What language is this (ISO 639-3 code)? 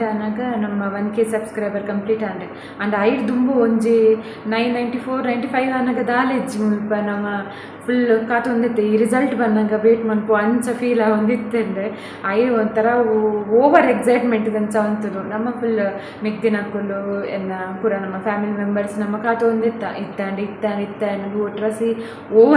tcy